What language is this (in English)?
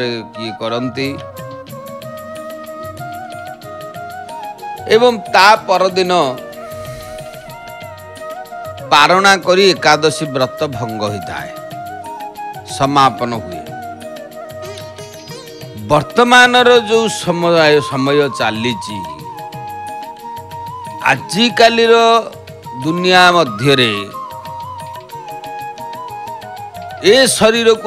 Odia